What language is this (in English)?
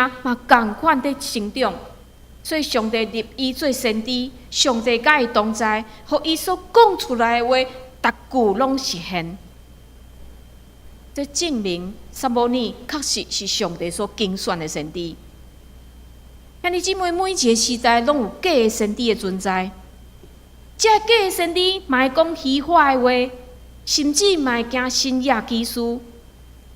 Min Nan Chinese